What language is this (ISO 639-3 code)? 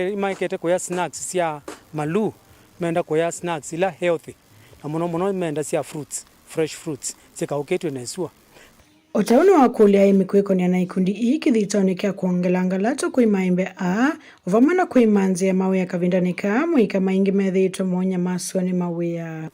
kam